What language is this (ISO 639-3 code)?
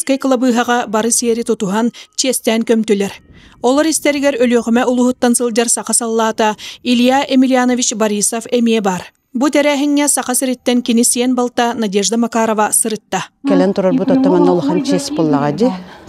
sah